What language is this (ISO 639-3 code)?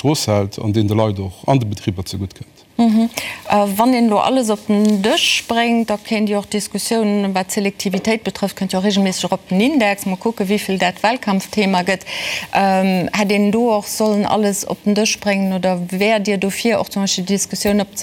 ltz